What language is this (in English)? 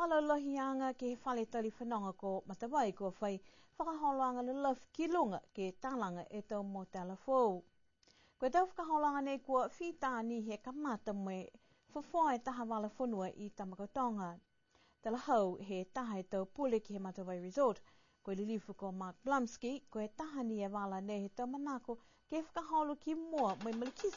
Niuean